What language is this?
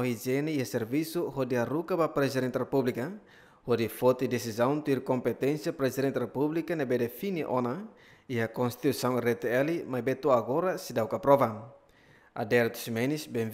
Tetum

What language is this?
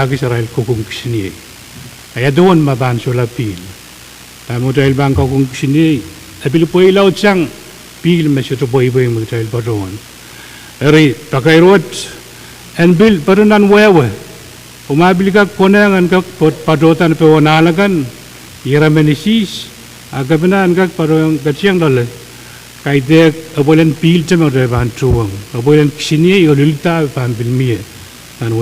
Pohnpeian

